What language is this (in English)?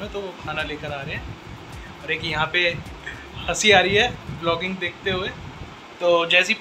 Hindi